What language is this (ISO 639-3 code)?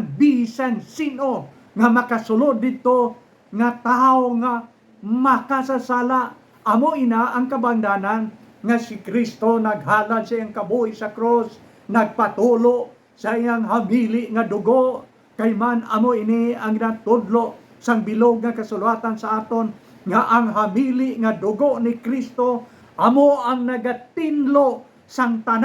hil